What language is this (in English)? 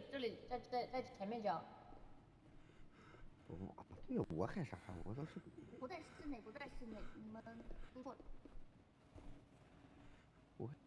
Chinese